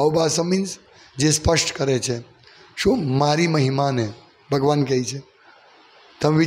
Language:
Gujarati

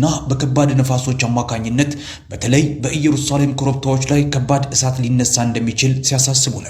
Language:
Amharic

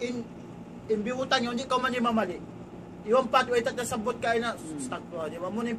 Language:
Tausug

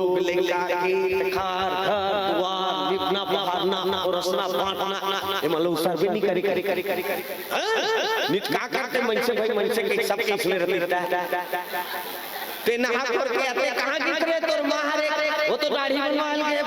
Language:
Chhattisgarhi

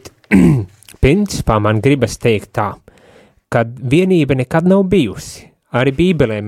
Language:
Latvian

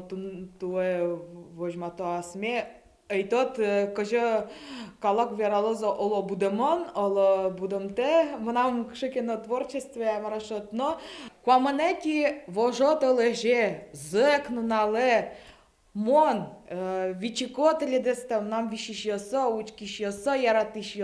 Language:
Udmurt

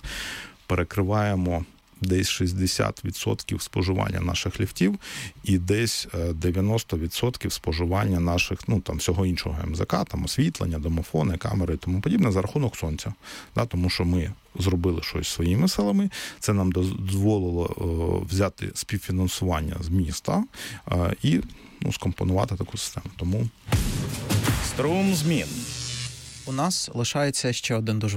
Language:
Ukrainian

